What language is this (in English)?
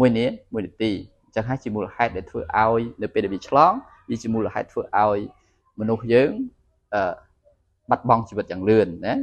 Khmer